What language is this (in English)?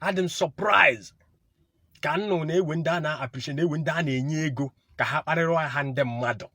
Igbo